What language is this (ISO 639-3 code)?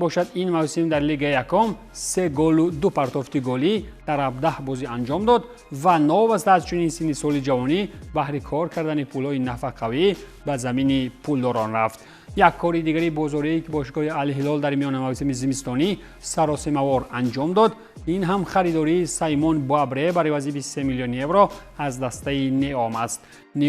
tgk